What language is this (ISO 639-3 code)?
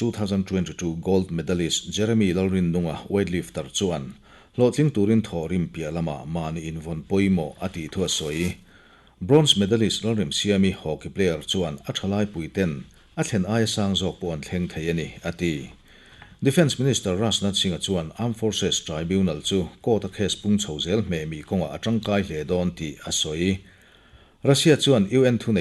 lus